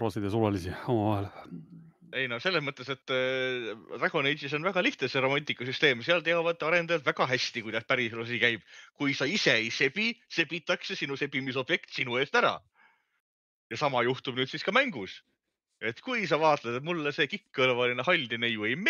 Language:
Estonian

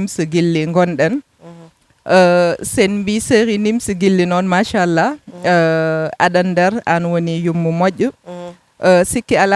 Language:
Fula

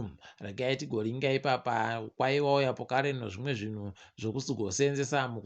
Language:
Ndau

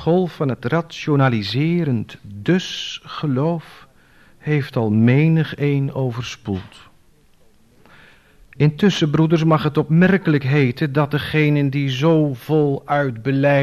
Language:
Dutch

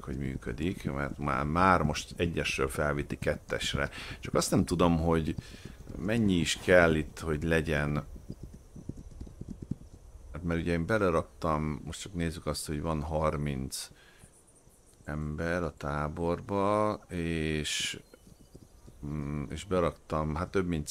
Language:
Hungarian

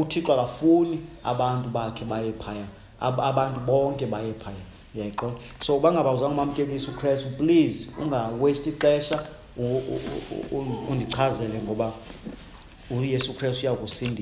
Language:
Xhosa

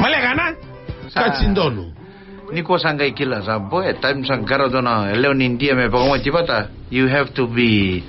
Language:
Fijian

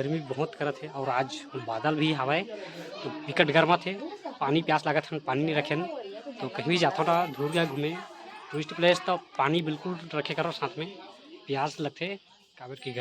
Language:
Chhattisgarhi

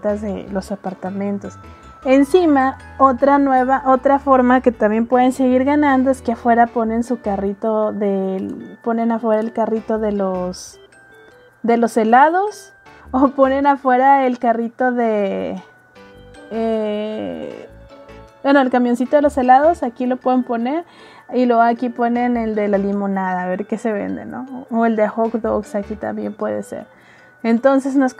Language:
Spanish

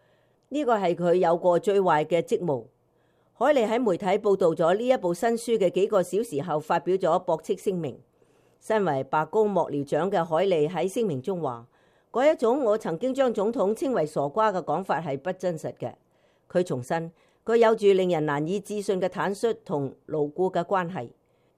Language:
Cantonese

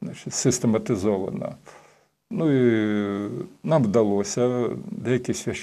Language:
Ukrainian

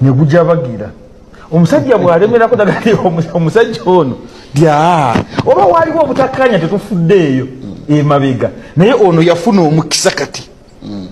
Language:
Ganda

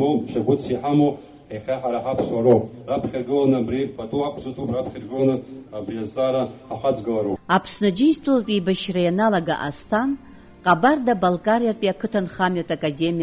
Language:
Abkhazian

